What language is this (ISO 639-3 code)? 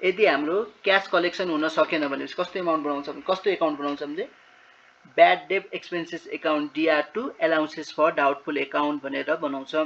nep